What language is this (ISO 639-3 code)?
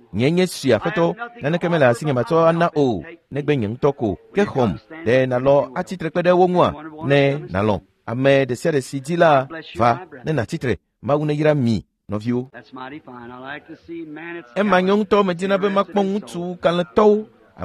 ewe